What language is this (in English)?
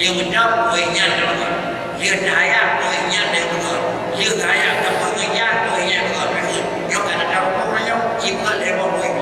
Achinese